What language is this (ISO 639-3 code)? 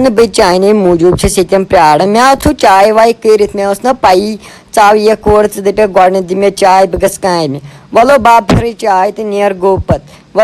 kas